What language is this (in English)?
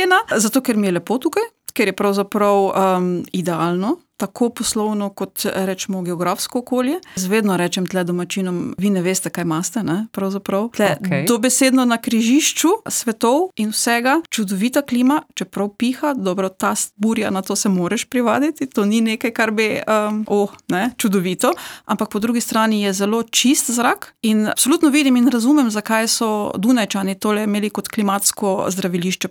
Slovenian